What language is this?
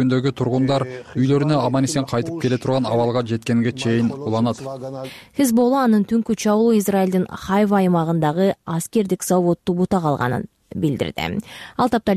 Kyrgyz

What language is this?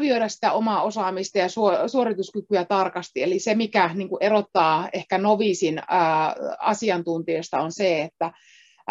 Finnish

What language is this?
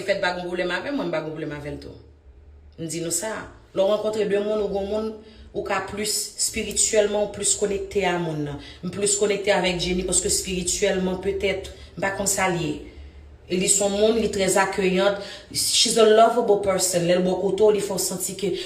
Haitian Creole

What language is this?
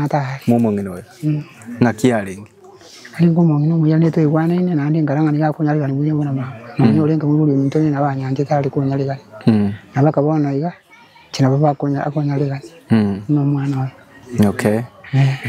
Gusii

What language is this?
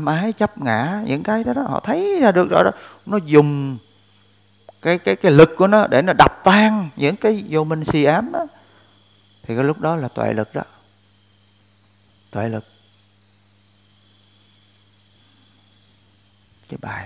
Vietnamese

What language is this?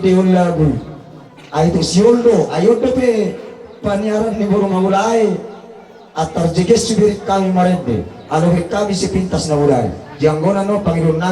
Batak Toba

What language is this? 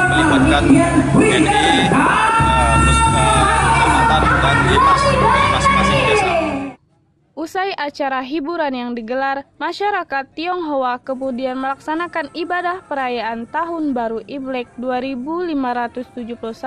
Indonesian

